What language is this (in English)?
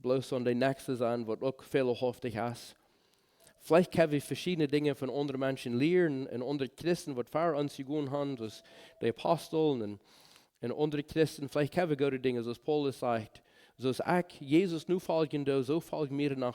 Plautdietsch